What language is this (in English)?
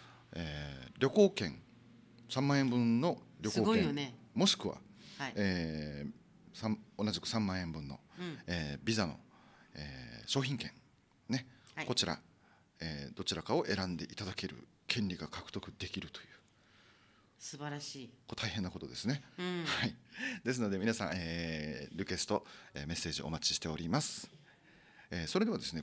Japanese